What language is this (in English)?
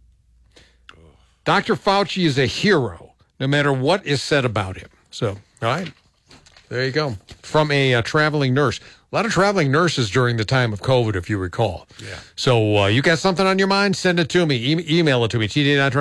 English